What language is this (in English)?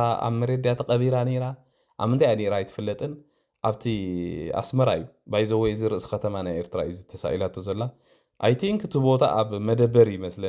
Tigrinya